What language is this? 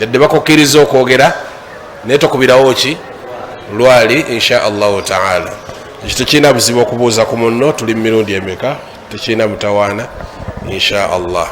Ganda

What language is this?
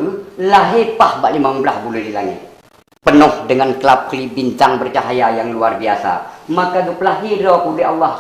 Achinese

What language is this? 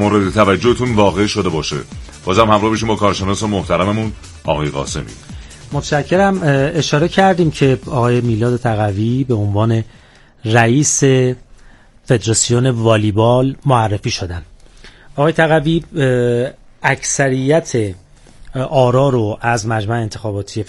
Persian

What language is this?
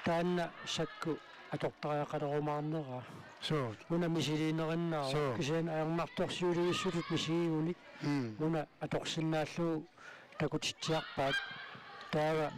Kalaallisut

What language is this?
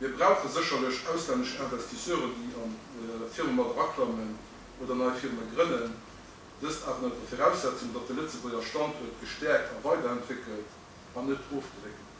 Luxembourgish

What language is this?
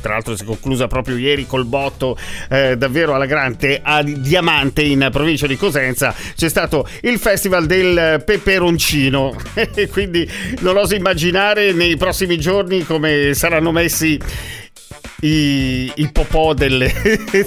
Italian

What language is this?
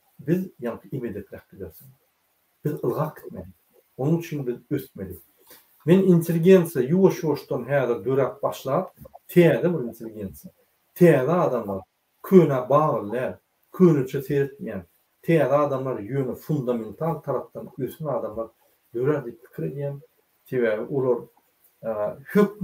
Turkmen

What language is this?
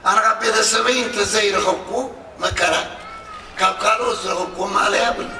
Tigrinya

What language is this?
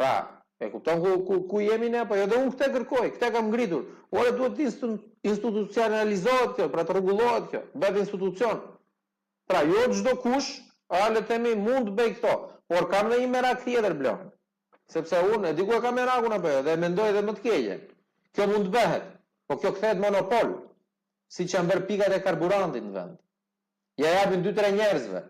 Albanian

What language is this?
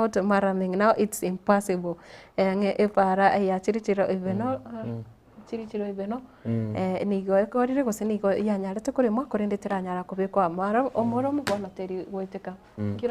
Gusii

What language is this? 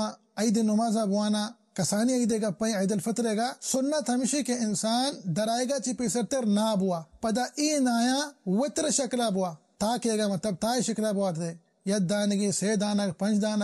Baluchi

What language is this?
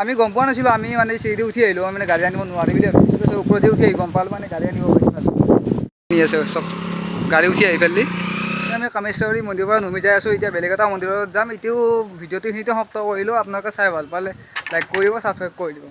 Assamese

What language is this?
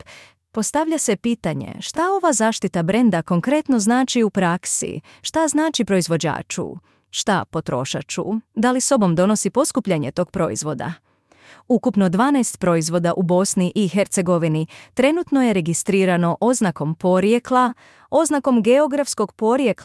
Bosnian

